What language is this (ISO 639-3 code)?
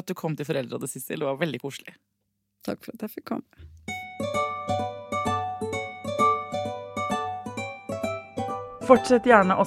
nor